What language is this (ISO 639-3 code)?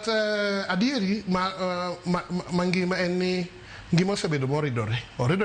luo